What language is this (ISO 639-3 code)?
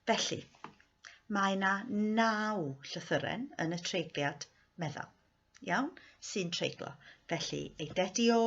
cym